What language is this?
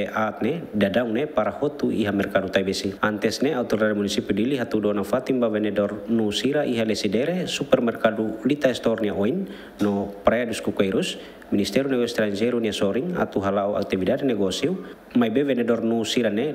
Tetum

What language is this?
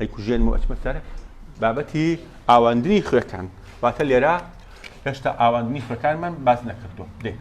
Central Kurdish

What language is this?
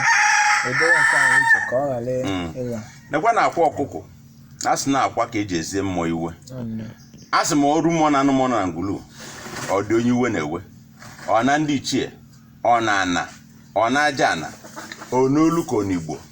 Igbo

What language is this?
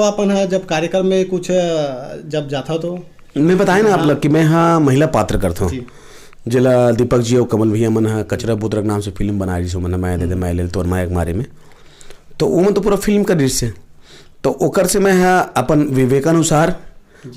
Chhattisgarhi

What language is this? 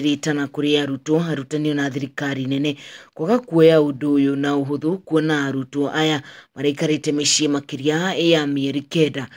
Kikuyu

